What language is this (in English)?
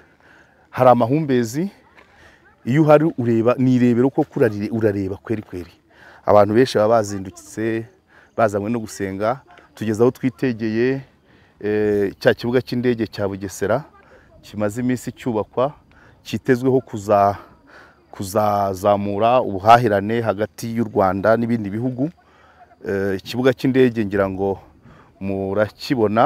Kinyarwanda